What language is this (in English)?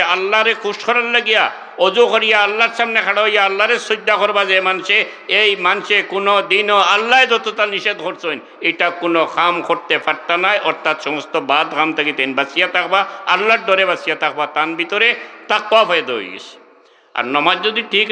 Sylheti